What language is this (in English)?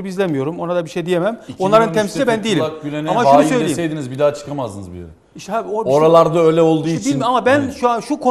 Turkish